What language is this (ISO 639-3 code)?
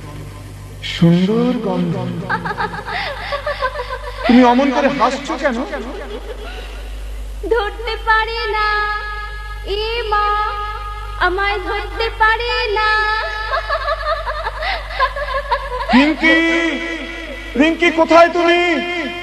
ben